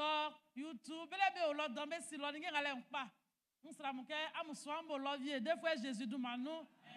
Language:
Baoulé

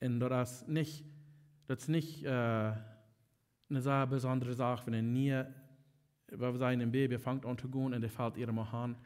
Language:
Plautdietsch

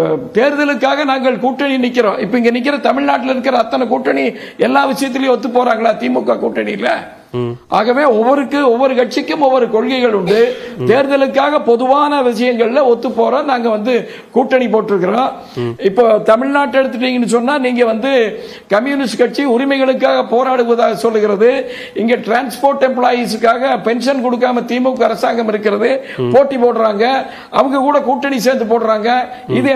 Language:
Tamil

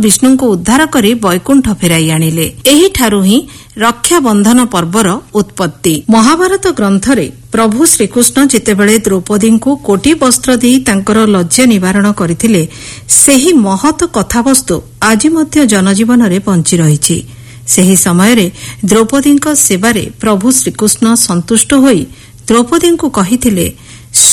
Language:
Odia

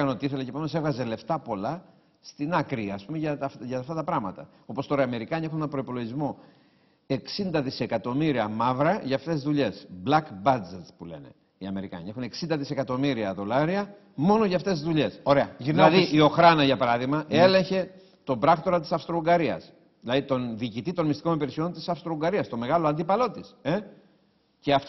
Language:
Greek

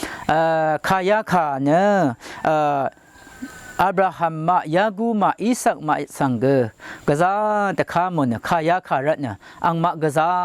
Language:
Rawang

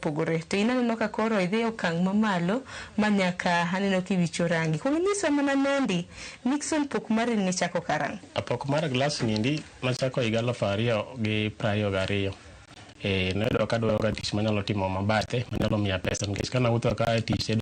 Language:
Luo (Kenya and Tanzania)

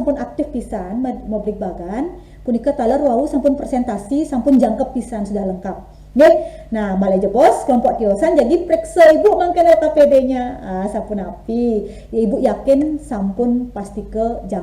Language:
Balinese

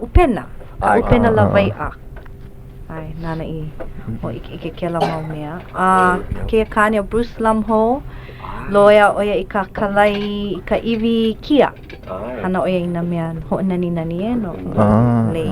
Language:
Hawaiian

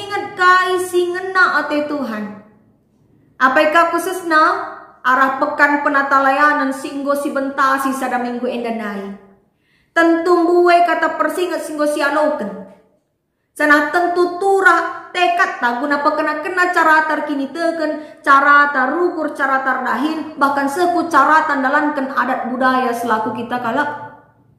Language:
Batak Karo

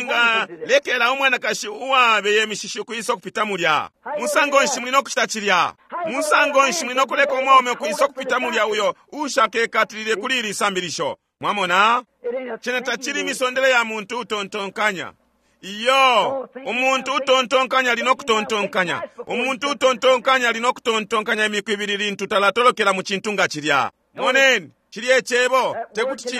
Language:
Bemba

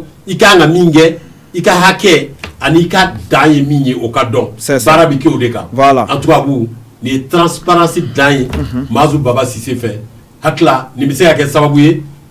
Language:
Bambara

